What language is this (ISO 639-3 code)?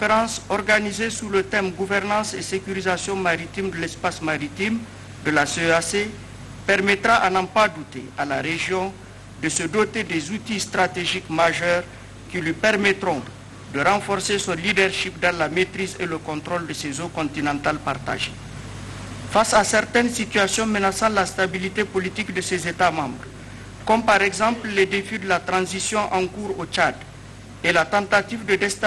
fra